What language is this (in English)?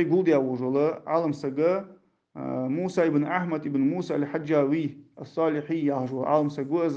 Ingush